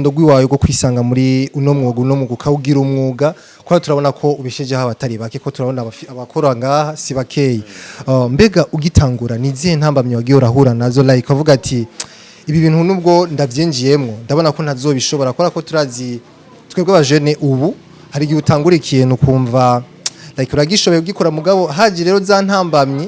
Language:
Rundi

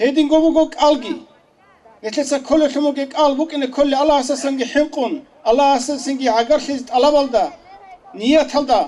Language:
Avaric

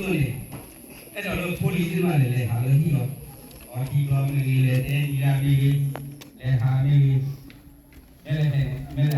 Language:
S'gaw Karen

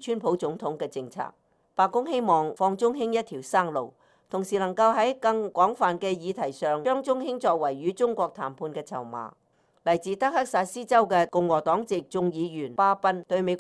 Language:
Cantonese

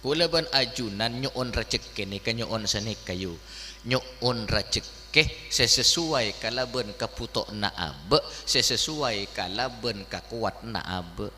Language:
Madurese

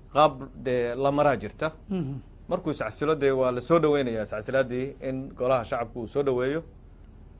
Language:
Somali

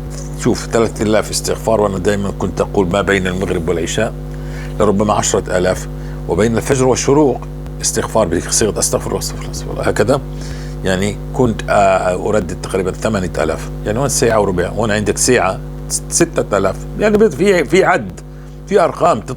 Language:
North Levantine Arabic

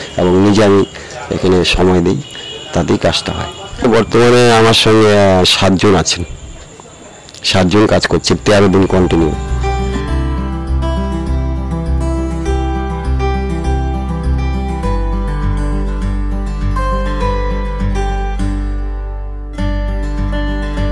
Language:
Bangla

